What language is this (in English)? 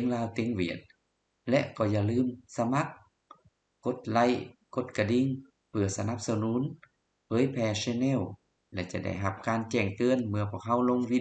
Lao